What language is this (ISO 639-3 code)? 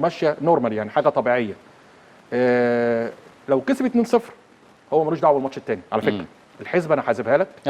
arz